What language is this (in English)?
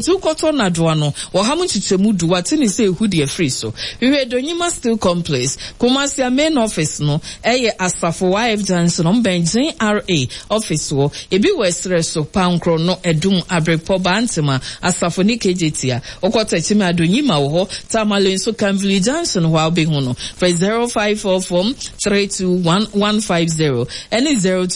Akan